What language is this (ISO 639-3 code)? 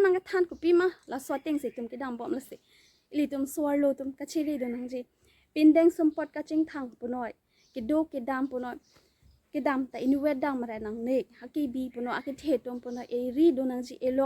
mjw